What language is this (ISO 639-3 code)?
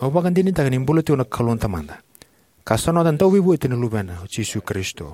fij